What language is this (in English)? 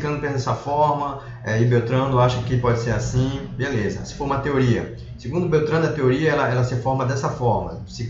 Portuguese